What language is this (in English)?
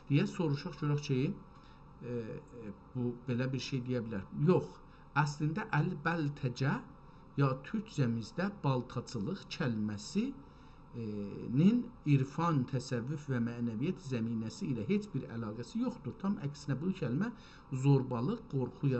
South Azerbaijani